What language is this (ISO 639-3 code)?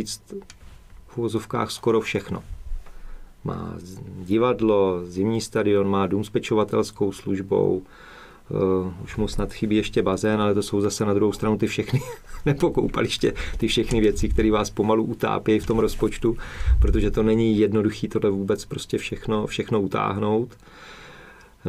ces